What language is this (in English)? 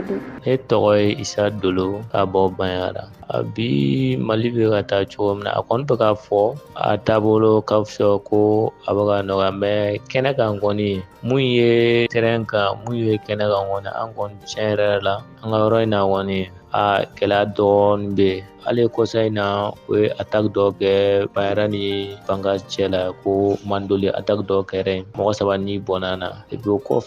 Bambara